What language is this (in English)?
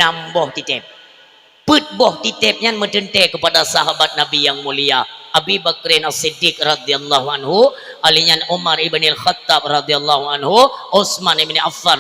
Achinese